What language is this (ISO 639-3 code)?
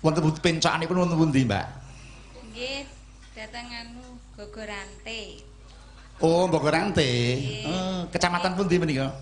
jav